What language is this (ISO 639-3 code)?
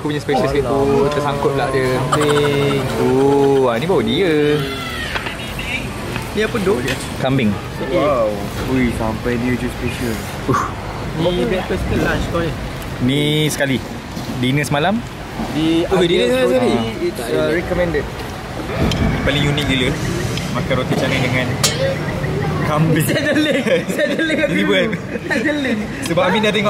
msa